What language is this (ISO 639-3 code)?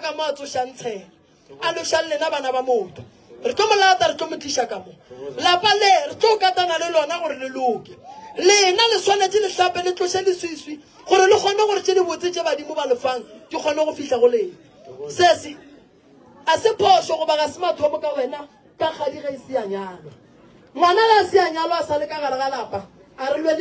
nso